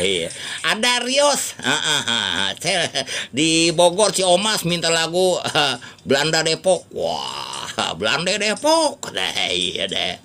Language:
Betawi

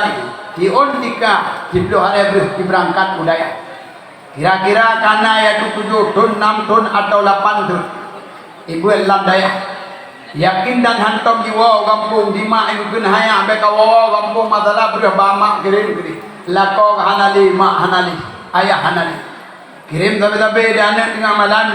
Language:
Achinese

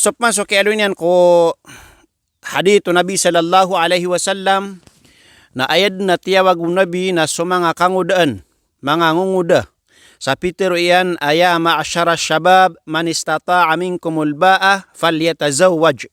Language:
Maranao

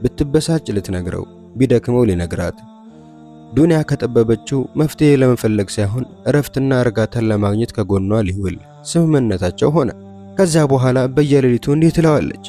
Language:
Amharic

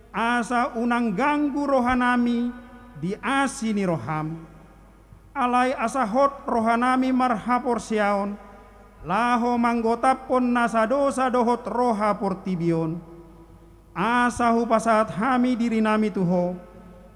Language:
Batak Toba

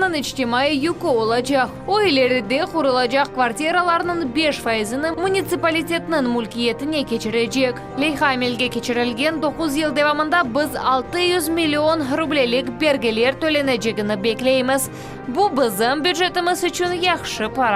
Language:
Crimean Tatar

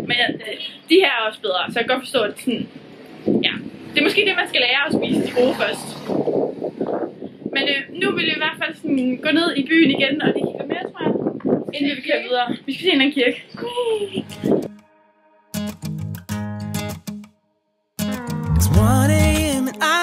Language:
Danish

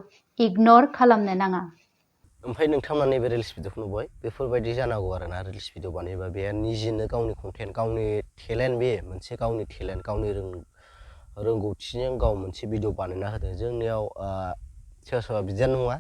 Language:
Bodo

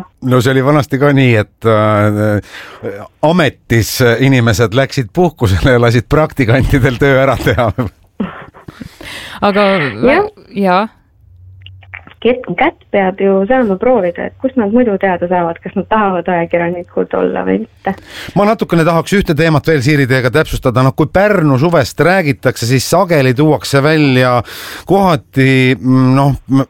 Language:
Estonian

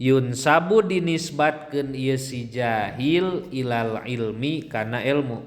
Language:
Sundanese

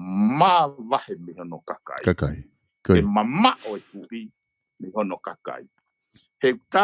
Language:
Tongan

